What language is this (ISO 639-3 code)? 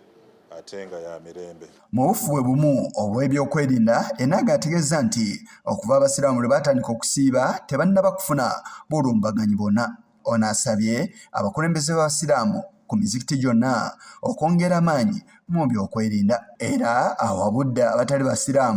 lug